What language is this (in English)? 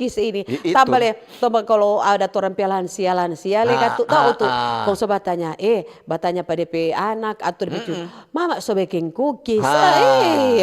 Manado Malay